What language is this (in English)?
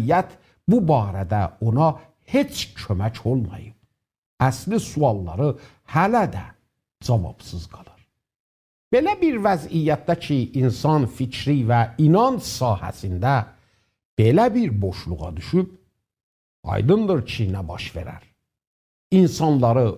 South Azerbaijani